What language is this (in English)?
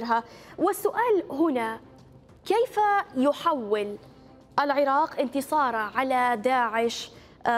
Mesopotamian Arabic